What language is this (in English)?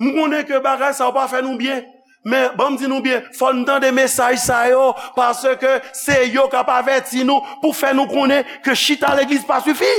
Haitian Creole